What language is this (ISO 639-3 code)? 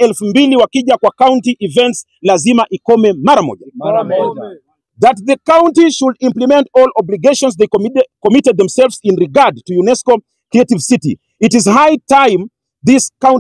swa